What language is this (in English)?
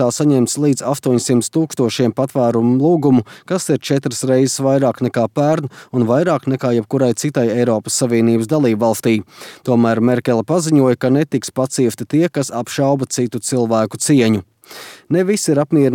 Latvian